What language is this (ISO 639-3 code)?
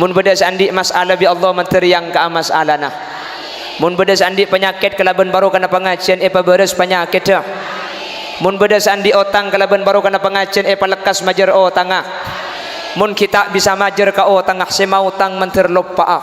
mad